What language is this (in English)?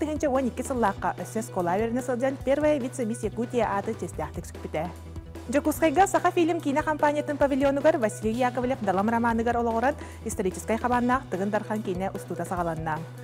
Yakut